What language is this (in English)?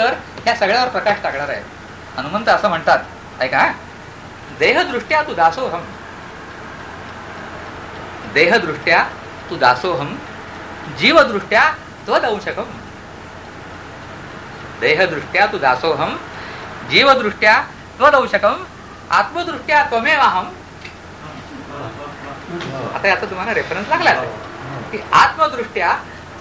Marathi